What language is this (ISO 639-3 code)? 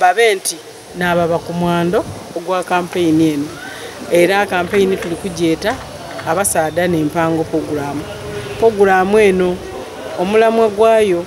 xog